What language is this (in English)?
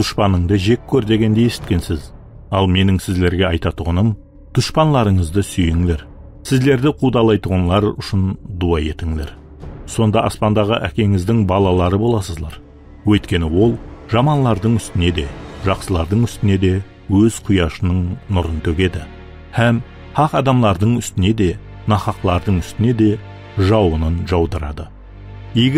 Kara-Kalpak